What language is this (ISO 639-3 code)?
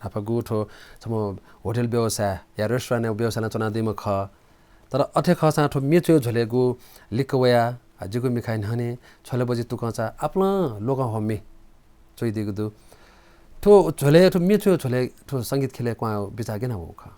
new